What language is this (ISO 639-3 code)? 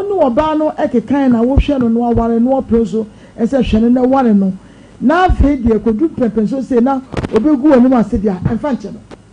aka